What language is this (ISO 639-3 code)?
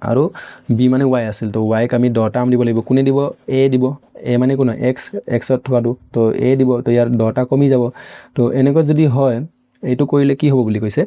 asm